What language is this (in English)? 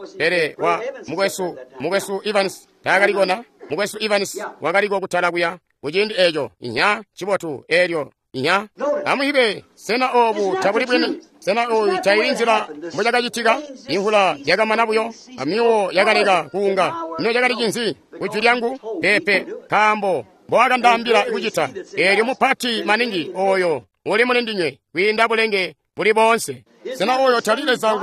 Tonga (Zambia)